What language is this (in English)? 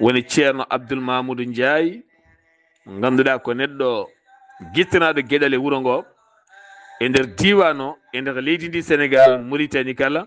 Fula